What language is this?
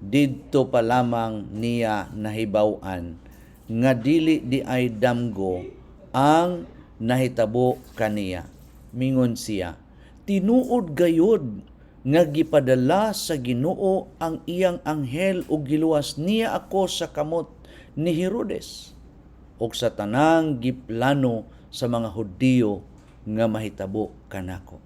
Cebuano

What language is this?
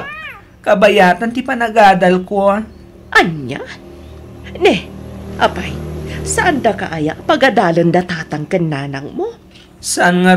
Iloko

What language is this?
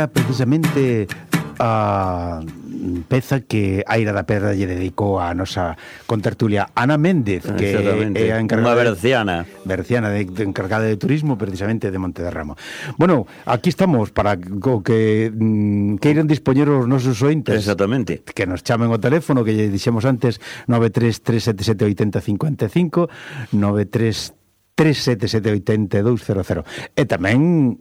Galician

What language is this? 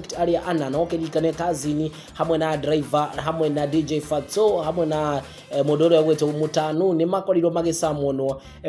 Kikuyu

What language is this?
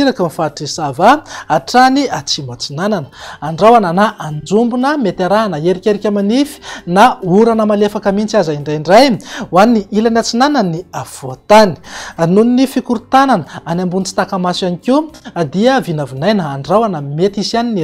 Malagasy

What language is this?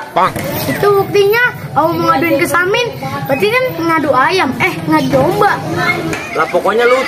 Betawi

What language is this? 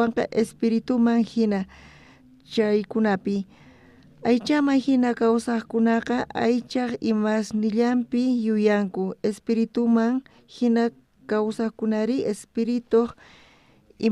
South Bolivian Quechua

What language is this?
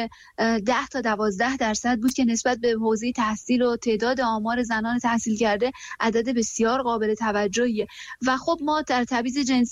Persian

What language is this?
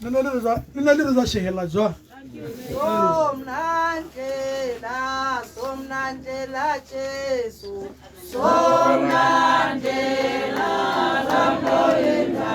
Tswana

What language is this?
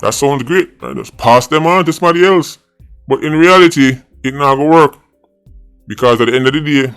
Jamaican Creole English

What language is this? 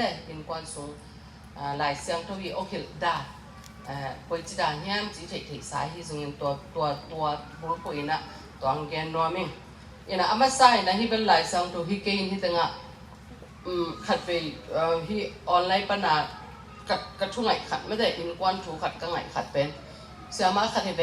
Tedim Chin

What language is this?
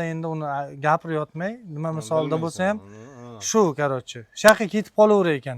Uzbek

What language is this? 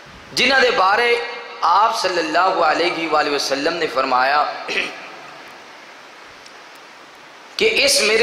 Western Panjabi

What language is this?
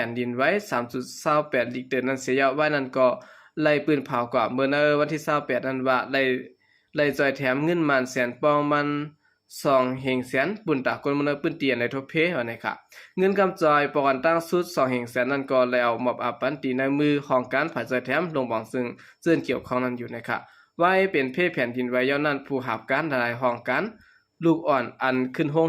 Shan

